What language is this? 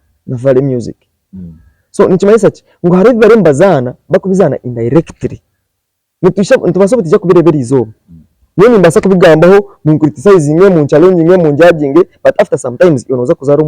Nyankole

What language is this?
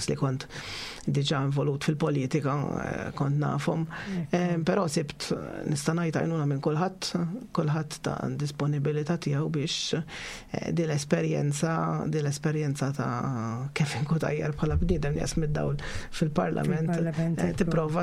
Maltese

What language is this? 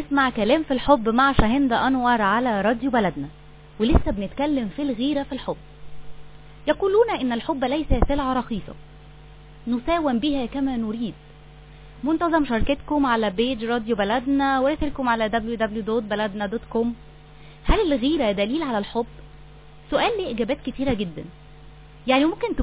Egyptian Arabic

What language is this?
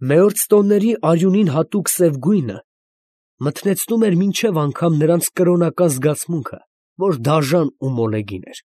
Armenian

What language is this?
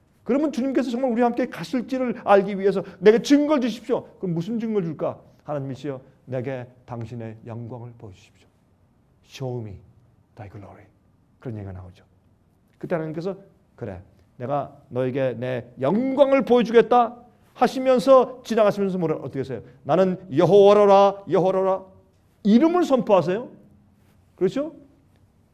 Korean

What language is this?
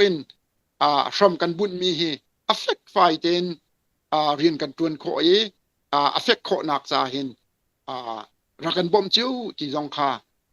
Hakha Chin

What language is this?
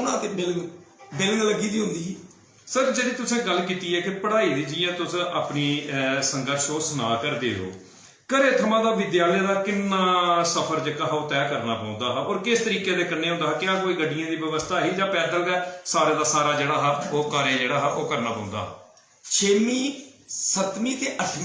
Dogri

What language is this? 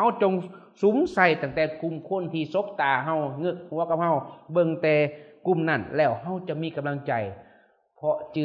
Lao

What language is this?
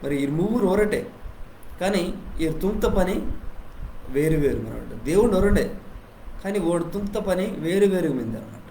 Koya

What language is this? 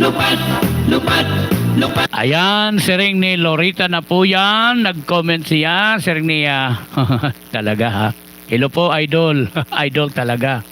Waray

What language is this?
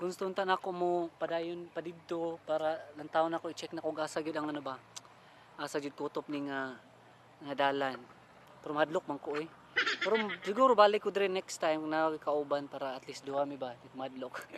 Cebuano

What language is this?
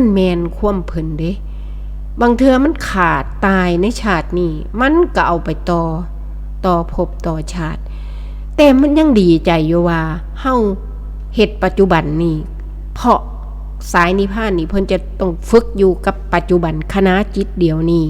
Northeastern Thai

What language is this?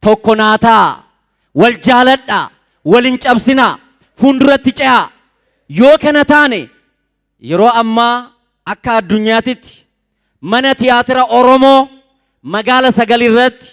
Oromo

